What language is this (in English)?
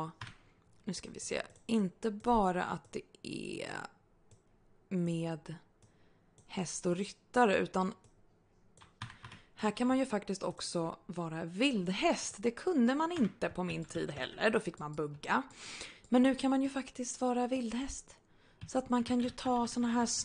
Swedish